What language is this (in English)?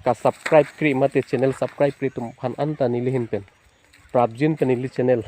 Karbi